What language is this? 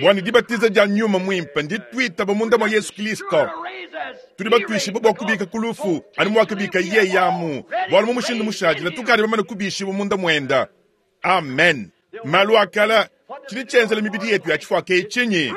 Luba-Lulua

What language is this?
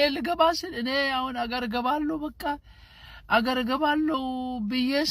Amharic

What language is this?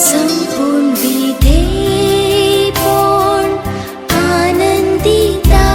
Konkani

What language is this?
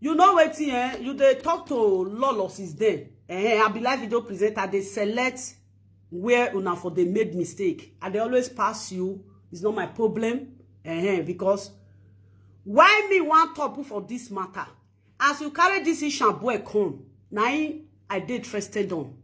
Nigerian Pidgin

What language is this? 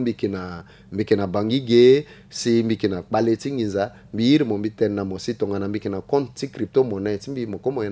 Sango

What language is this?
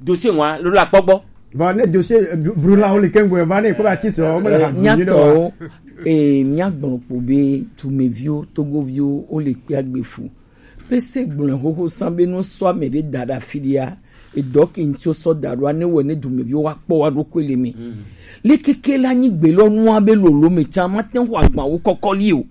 Gen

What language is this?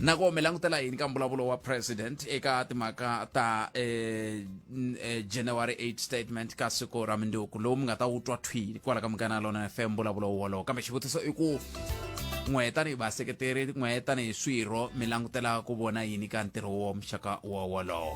Tsonga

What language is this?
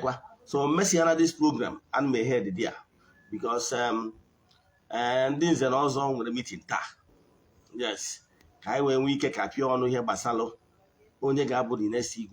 Igbo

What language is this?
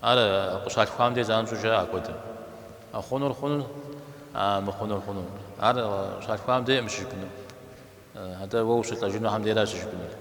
Kabardian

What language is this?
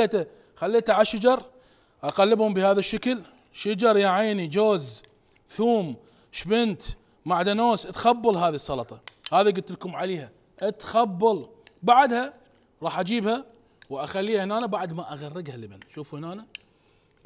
Mesopotamian Arabic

